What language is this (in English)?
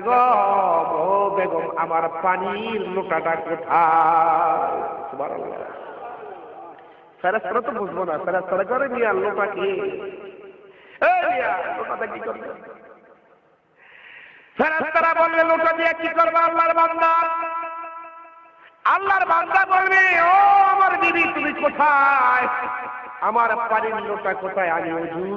Bangla